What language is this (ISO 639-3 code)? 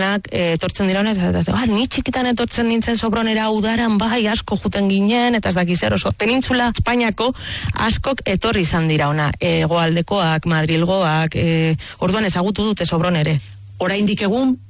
eus